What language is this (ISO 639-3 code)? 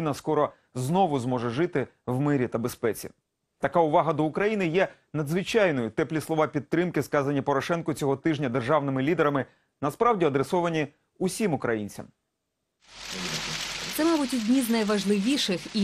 ukr